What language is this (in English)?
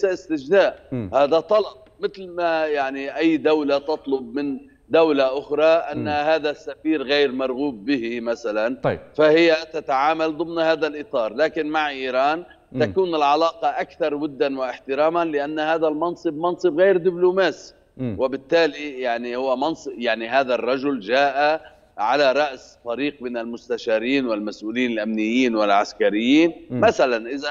Arabic